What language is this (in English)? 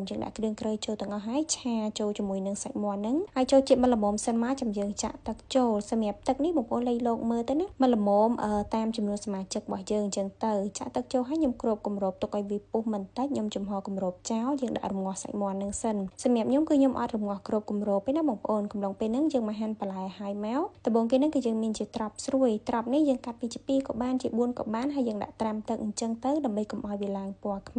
Khmer